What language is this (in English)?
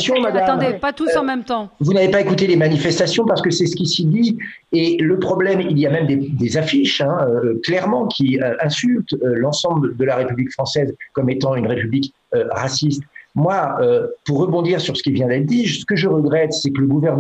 French